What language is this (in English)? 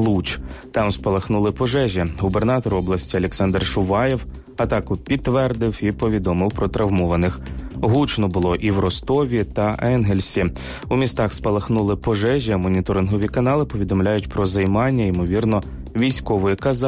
Ukrainian